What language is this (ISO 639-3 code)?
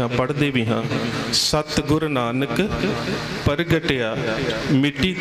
pan